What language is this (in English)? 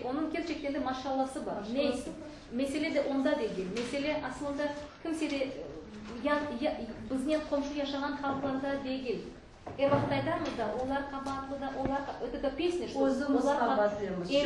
Crimean Tatar